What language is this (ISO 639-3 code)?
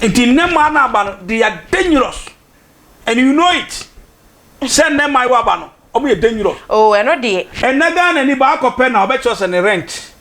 aka